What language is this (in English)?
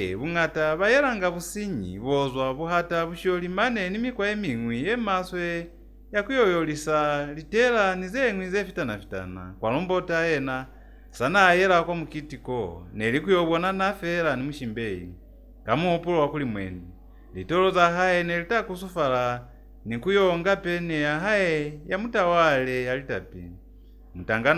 Lozi